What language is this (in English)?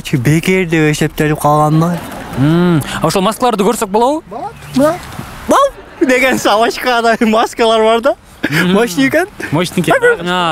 Kyrgyz